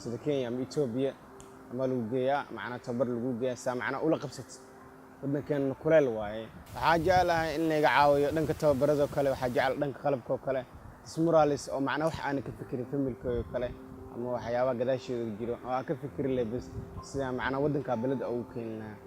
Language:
Somali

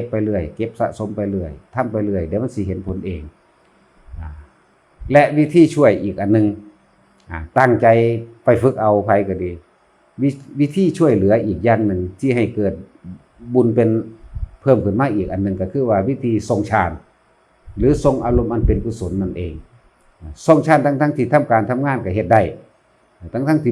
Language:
Northeastern Thai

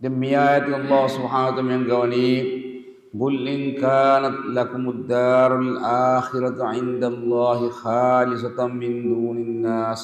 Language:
Divehi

